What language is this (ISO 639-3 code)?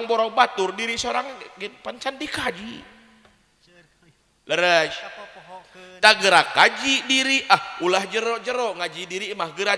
sun